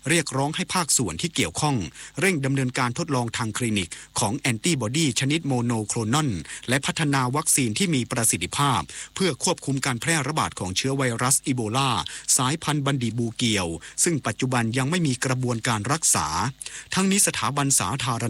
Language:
Thai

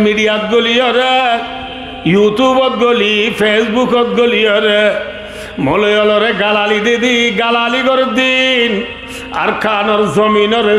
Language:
Rohingya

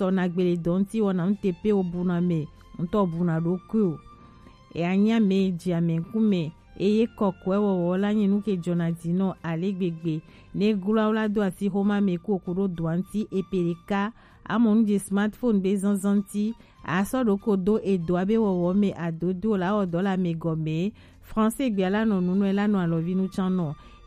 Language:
Gen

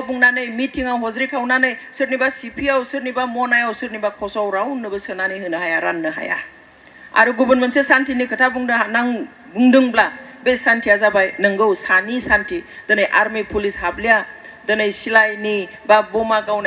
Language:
Bodo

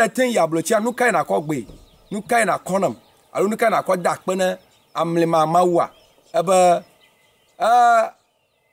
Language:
Ewe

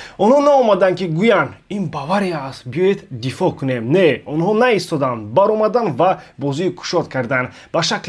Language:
Tajik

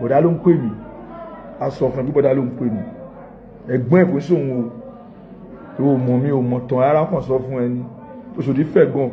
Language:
Yoruba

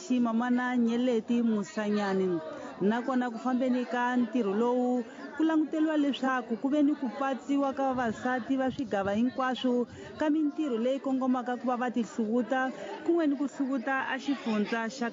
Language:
Tsonga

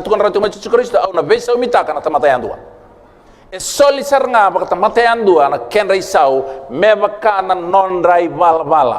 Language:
Fijian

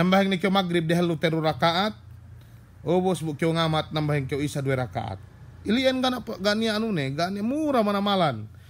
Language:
Yakan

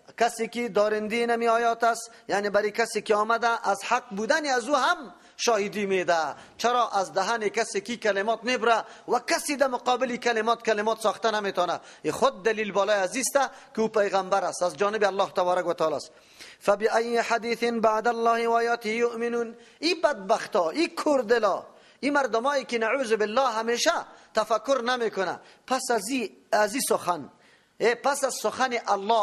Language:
Persian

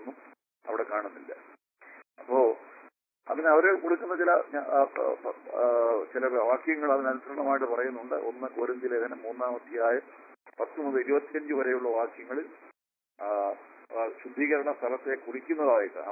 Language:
Malayalam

